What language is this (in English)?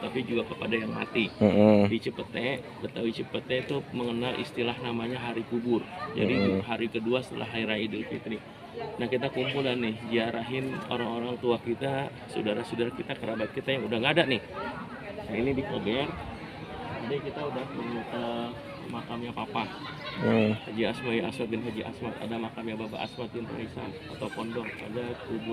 Betawi